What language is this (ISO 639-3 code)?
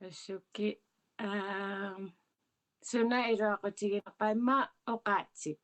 kal